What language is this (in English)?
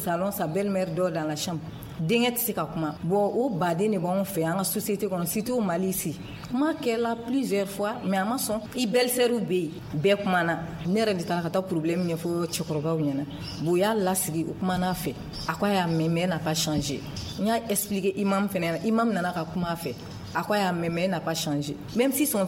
Bambara